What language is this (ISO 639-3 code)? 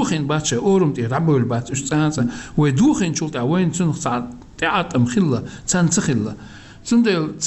che